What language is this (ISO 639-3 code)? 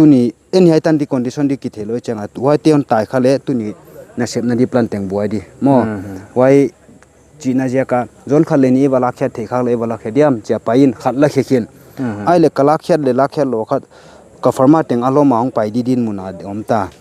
pck